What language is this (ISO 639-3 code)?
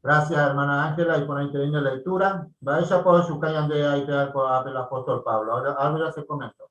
grn